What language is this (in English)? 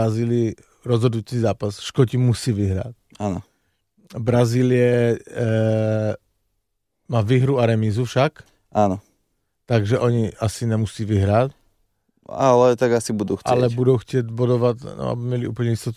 Slovak